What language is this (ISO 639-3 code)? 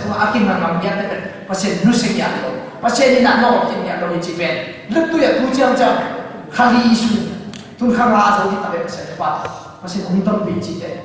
ctd